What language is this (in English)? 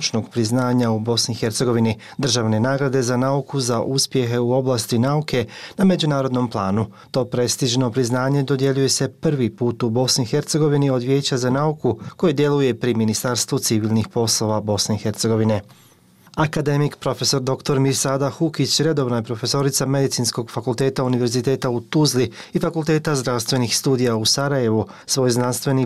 Bosnian